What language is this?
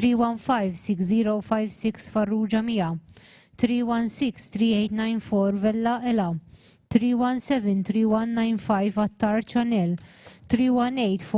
English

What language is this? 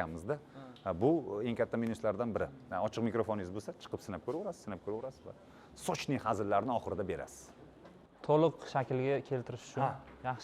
Uzbek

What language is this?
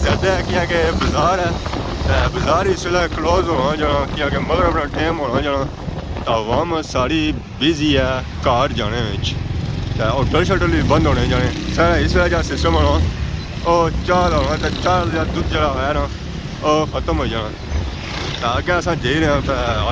Pahari-Potwari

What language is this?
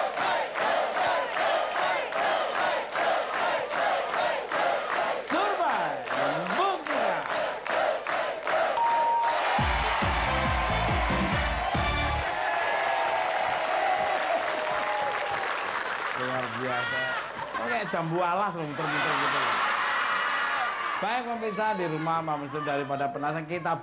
Indonesian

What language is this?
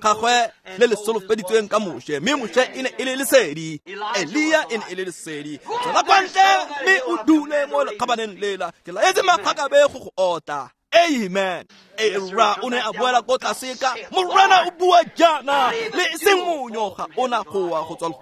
Tswana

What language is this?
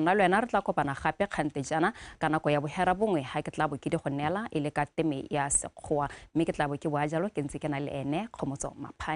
Tswana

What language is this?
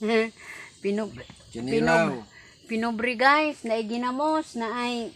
Cebuano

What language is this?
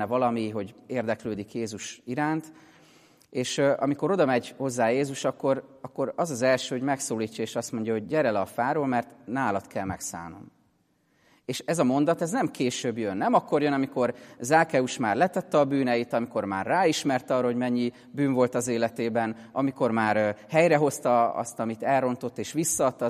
Hungarian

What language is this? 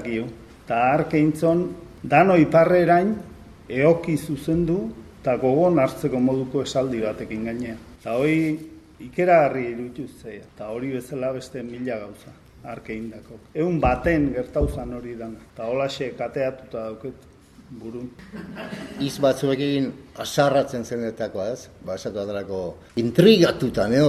Basque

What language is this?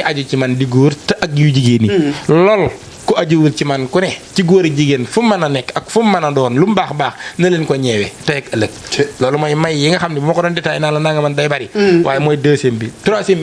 Wolof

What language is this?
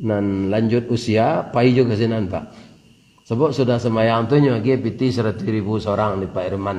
Minangkabau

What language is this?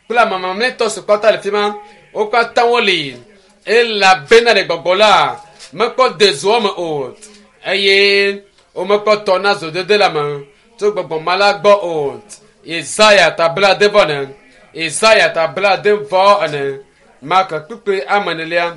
Ewe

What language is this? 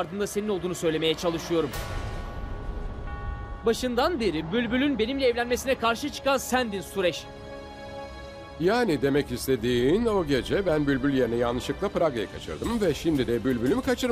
Turkish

